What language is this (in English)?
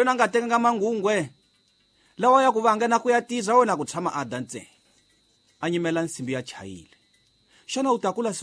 Tsonga